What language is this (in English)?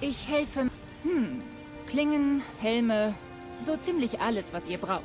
Bavarian